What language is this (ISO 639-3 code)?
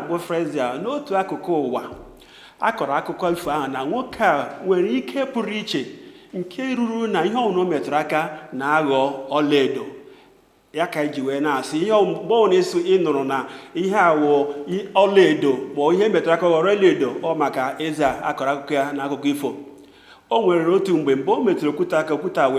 ibo